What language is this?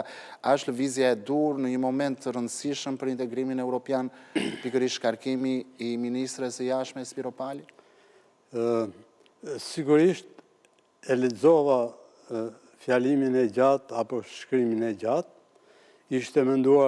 Albanian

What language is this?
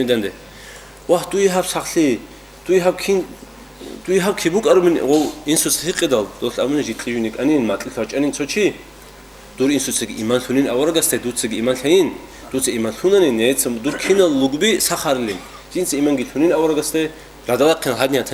Avaric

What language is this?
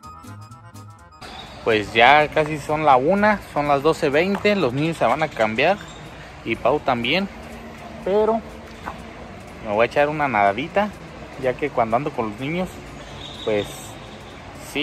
Spanish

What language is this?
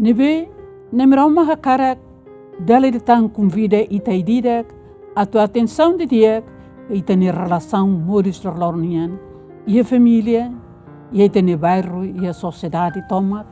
Tetum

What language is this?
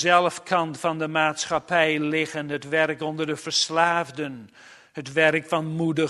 Dutch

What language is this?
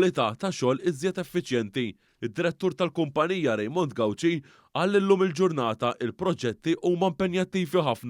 Maltese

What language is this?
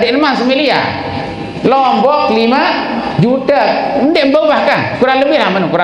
Sasak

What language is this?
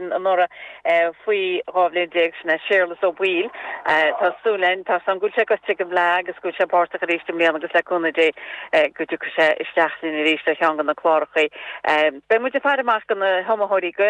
Irish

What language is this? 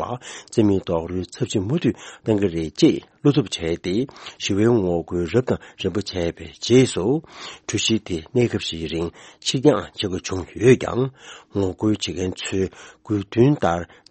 Tibetan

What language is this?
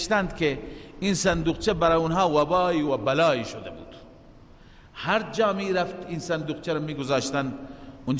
Persian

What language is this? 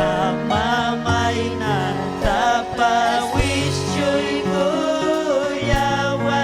Ayacucho Quechua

